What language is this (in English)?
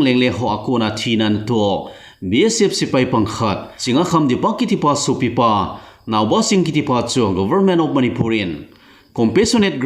Thado Chin